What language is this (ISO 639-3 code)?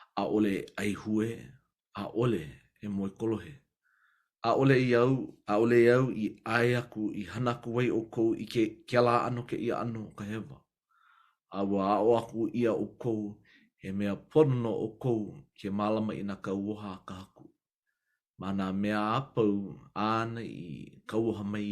haw